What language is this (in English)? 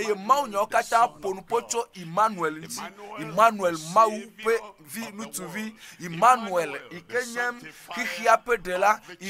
Ewe